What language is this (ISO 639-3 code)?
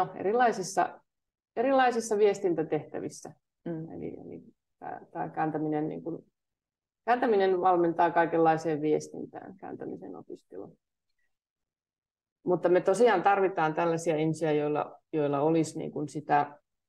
fin